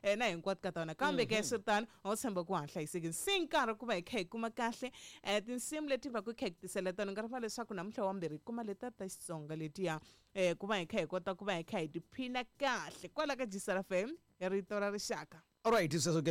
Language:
Tsonga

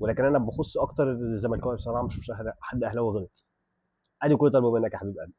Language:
Egyptian Arabic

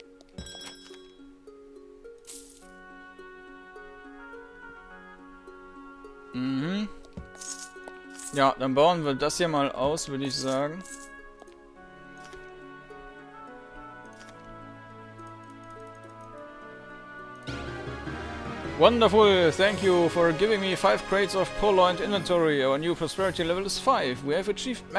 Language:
German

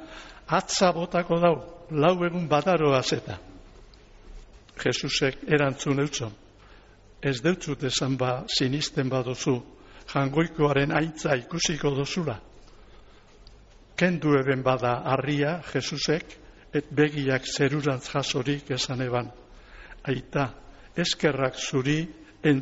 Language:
Basque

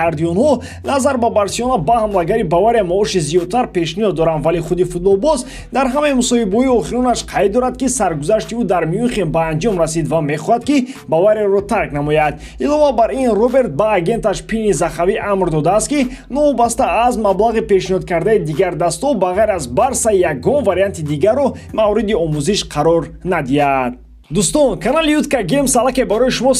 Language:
Tajik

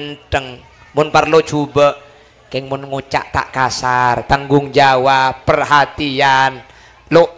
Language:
Madurese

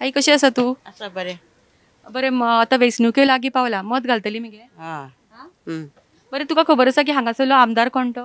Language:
Konkani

